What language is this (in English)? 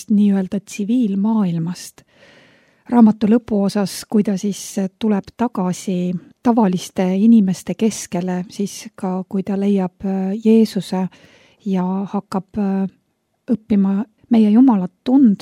Estonian